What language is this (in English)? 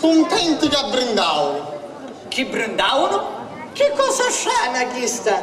Sicilian